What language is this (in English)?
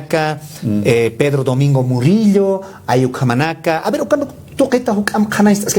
Aymara